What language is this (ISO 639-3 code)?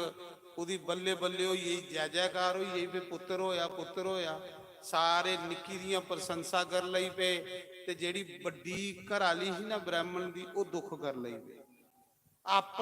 doi